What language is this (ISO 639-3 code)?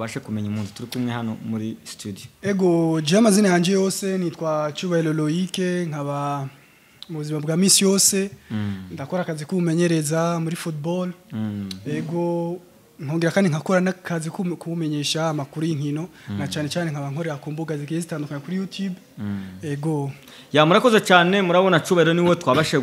run